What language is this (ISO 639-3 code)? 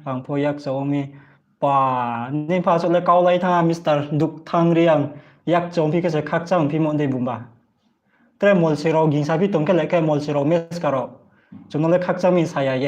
ria